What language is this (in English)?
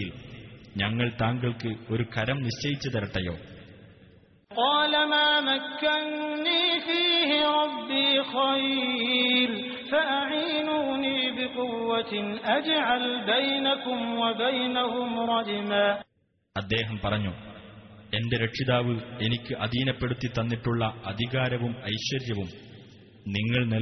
Malayalam